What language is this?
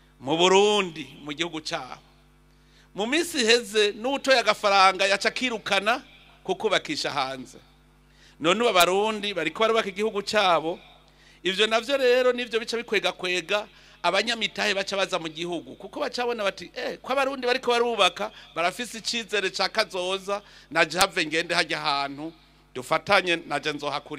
Rundi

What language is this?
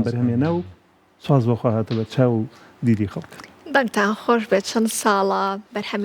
Central Kurdish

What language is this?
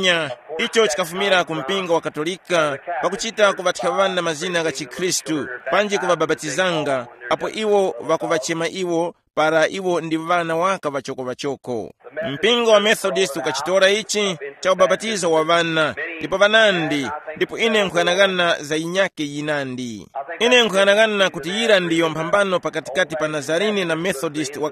Tumbuka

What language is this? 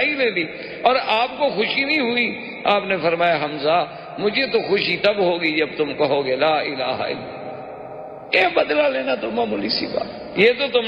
Urdu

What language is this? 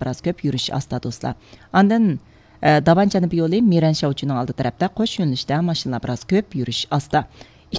Uyghur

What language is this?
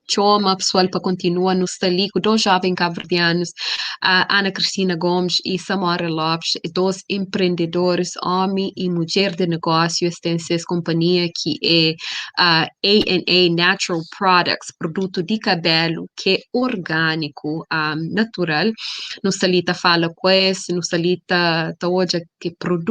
Kabuverdianu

